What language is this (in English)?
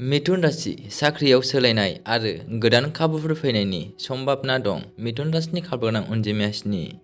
Bodo